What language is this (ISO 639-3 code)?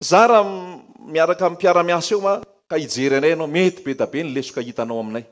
mlg